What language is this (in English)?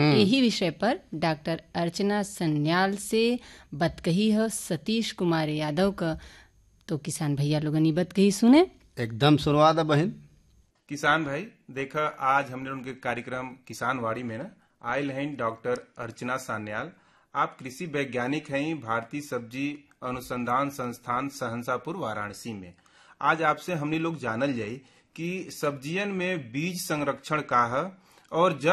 Bhojpuri